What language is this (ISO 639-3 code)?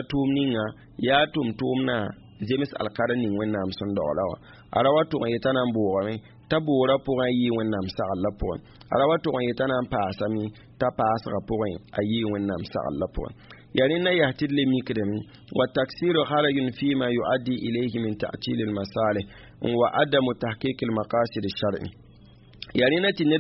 mos